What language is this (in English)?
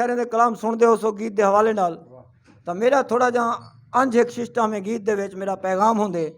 Saraiki